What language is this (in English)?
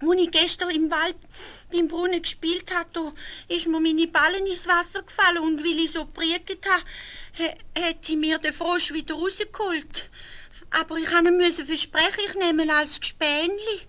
Swiss German